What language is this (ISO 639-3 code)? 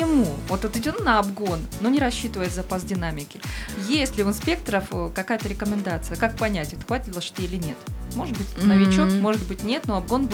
rus